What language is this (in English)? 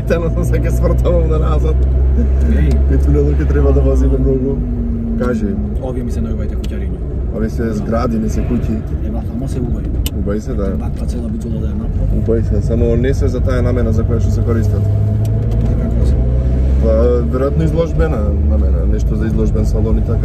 Macedonian